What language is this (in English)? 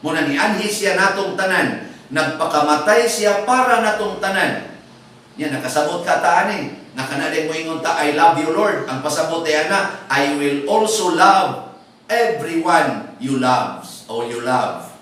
Cebuano